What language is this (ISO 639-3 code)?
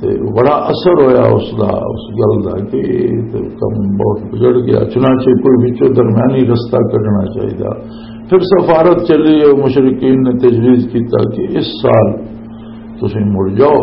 lah